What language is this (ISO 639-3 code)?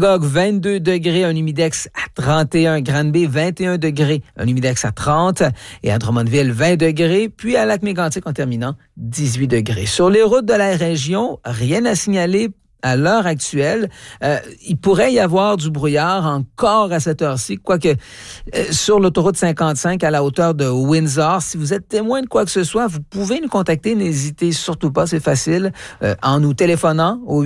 fra